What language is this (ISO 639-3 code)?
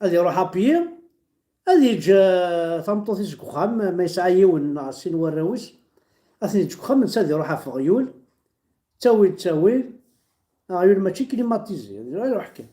kab